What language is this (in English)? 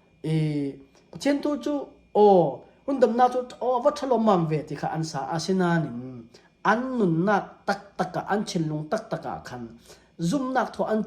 Falam Chin